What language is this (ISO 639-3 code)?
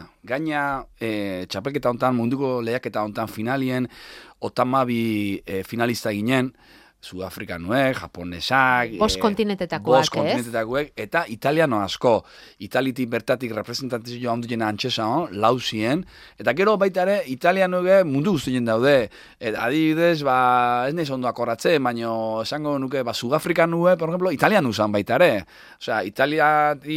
eus